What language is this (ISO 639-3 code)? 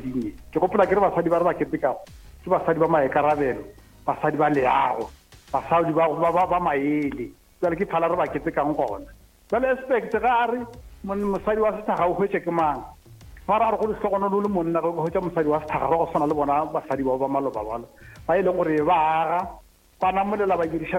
nso